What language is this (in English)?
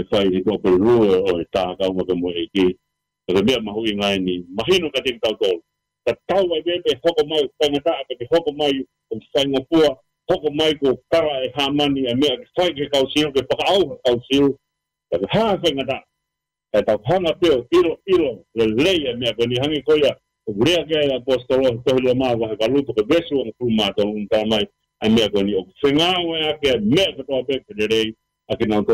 Tongan